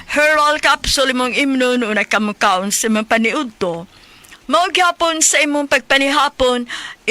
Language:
Cebuano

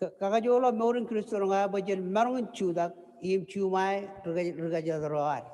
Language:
Marshallese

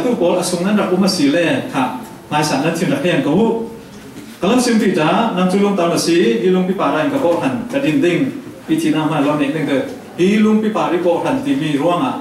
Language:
Falam Chin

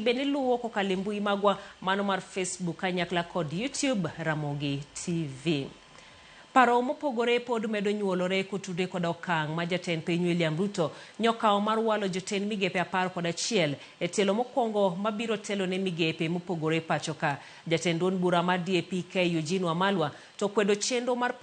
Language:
Luo (Kenya and Tanzania)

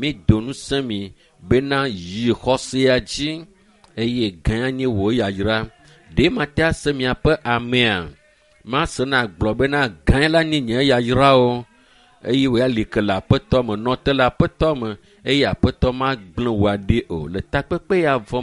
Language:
Ewe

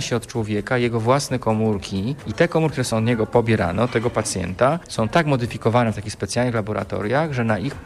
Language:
Polish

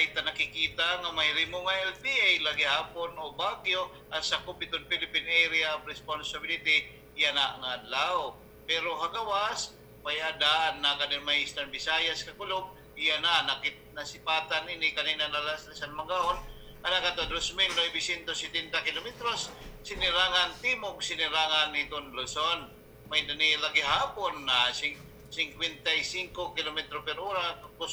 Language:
Waray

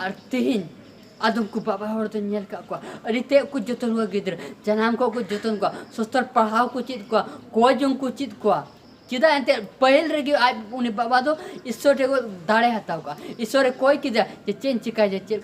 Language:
Santali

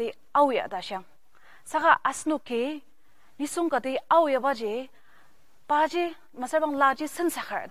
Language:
Ao Naga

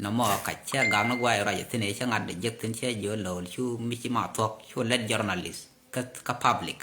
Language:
Nuer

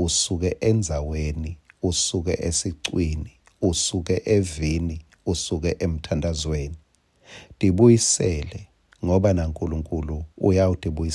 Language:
Swati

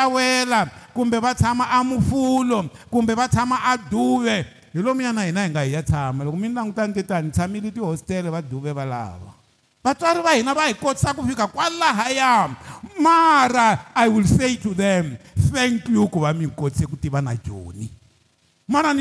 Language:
Tsonga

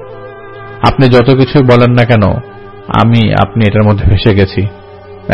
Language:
Bangla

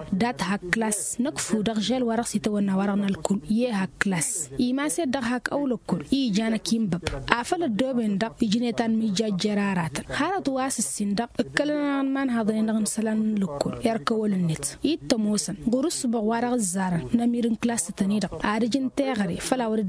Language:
Tamasheq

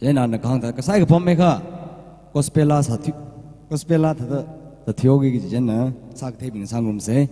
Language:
Tangkhul Naga (India)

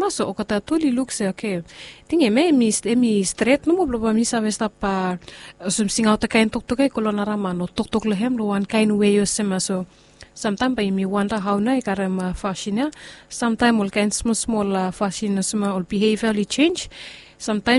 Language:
Bislama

